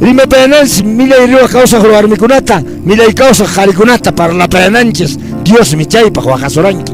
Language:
Quechua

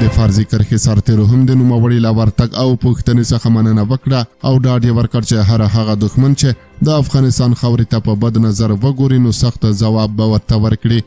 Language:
Pashto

